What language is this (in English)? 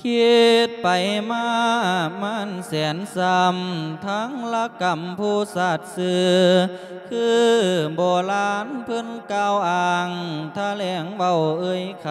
Lao